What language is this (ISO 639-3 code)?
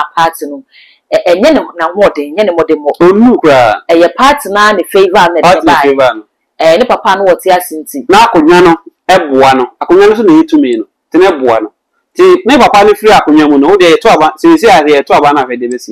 aka